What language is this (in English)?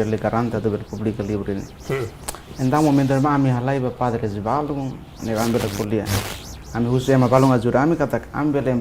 Tetum